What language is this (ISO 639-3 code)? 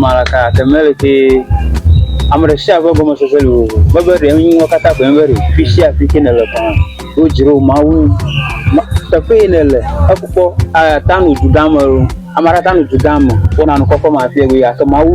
ewe